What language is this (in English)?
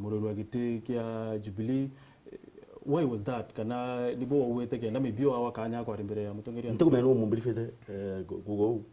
Meru